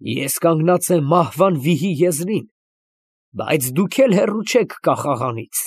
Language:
Armenian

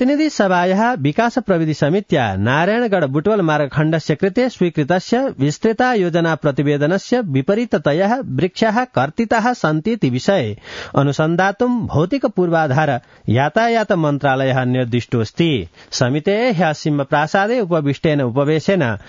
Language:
Sanskrit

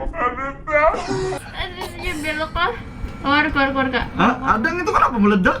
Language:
Banjar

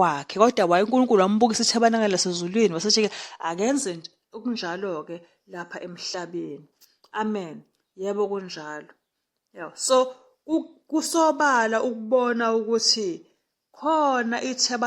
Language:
Zulu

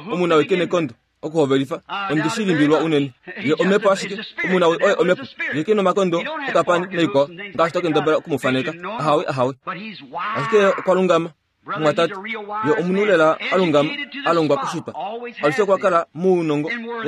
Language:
Kuanyama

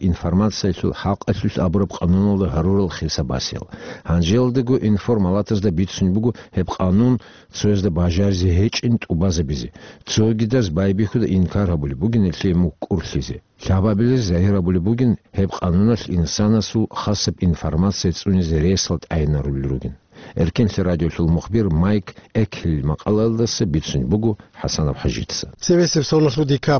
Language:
Avaric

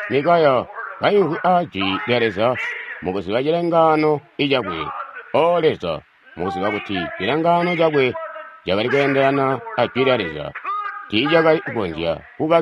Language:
Tonga (Zambia)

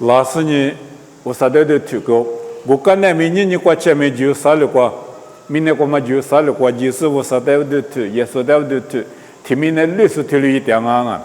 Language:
Lisu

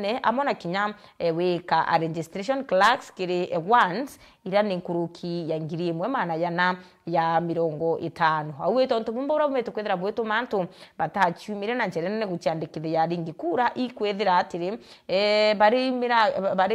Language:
Meru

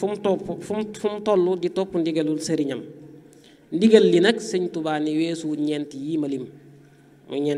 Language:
Wolof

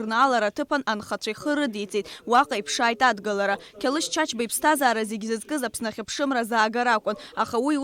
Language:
Abkhazian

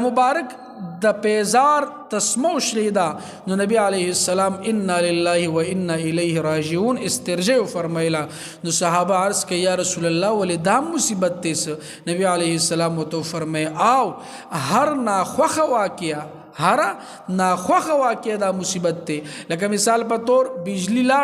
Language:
Pashto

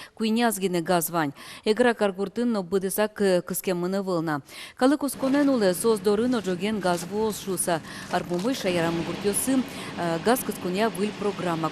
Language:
Udmurt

